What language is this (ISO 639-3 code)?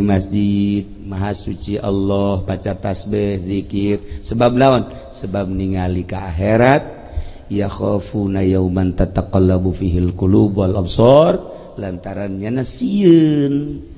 sun